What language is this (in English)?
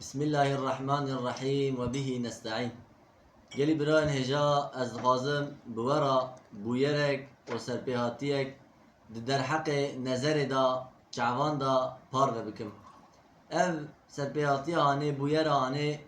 Kurdish